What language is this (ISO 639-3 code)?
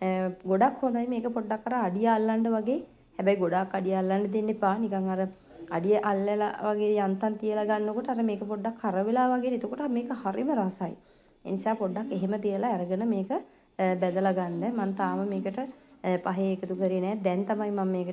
sin